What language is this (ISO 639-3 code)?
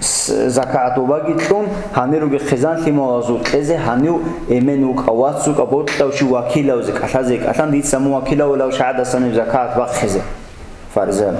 ava